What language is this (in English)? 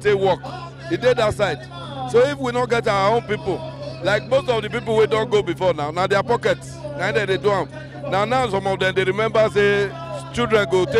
Nigerian Pidgin